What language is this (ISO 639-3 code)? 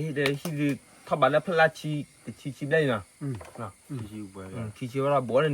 ksw